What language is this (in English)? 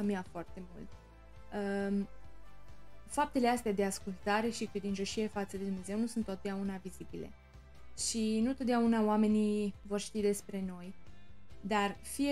Romanian